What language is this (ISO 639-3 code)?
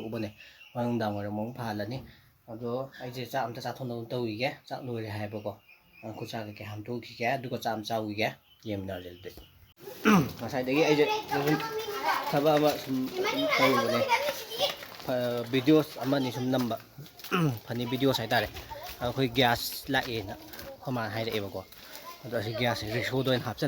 mni